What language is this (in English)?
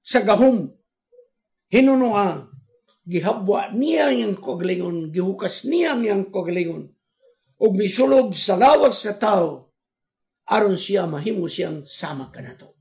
Cebuano